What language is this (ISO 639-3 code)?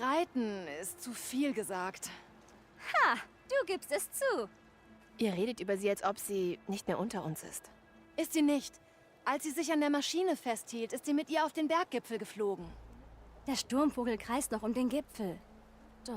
bar